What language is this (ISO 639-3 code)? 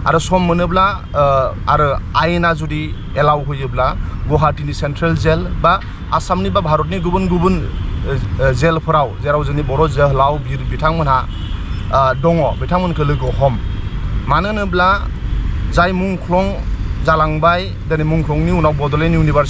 brx